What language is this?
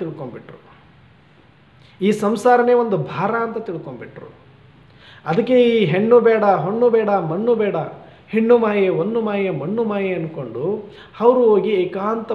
Kannada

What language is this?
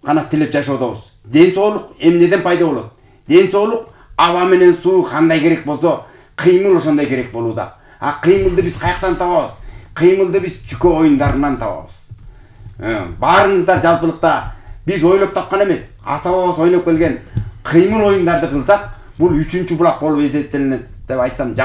Kyrgyz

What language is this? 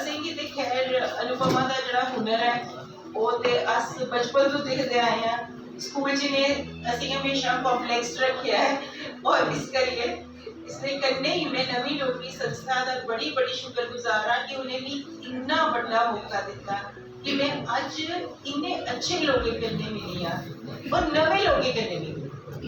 Dogri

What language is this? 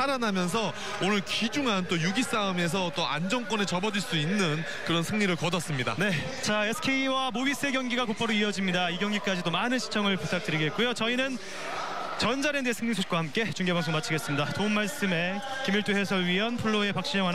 Korean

